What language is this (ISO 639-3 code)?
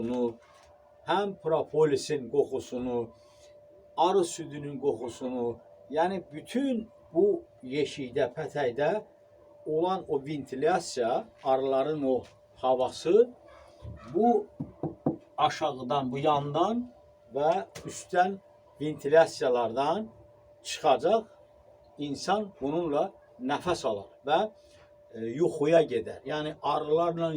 aze